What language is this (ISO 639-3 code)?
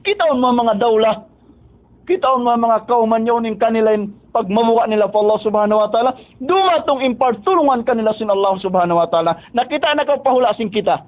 tsg